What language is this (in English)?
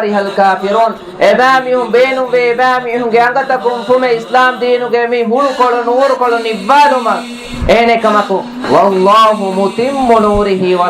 Divehi